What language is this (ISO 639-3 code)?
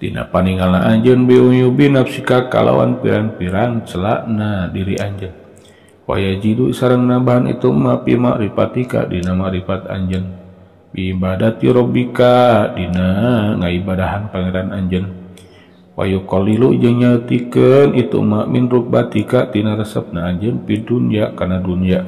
sun